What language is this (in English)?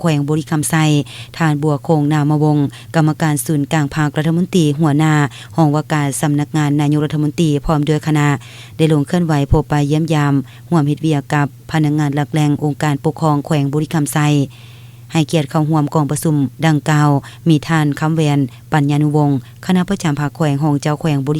Lao